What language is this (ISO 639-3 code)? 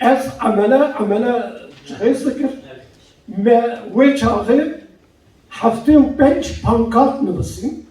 kur